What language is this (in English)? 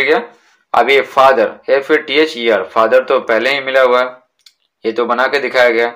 Hindi